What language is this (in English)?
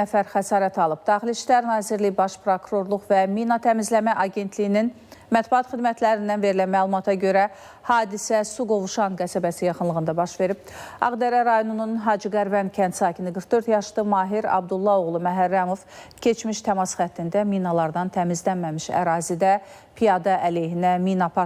Azerbaijani